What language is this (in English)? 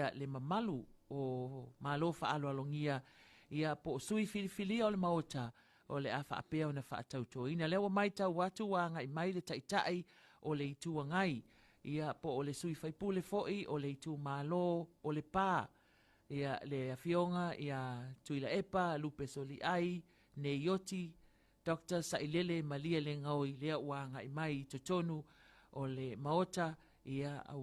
Samoan